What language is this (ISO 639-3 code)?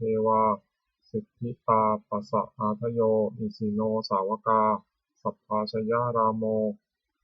pli